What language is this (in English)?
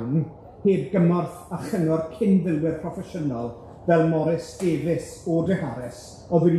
Welsh